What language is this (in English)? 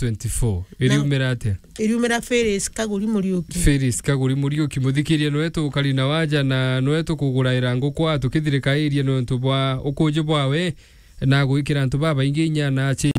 Meru